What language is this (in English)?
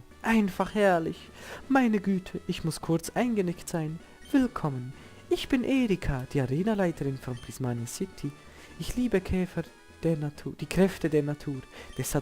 Swiss German